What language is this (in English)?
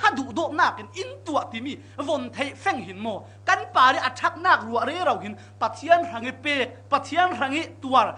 Falam Chin